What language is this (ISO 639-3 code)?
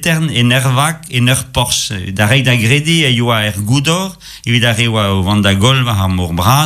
bre